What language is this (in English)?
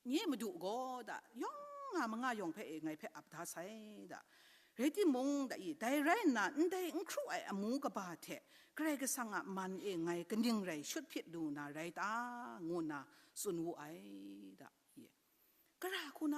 Kachin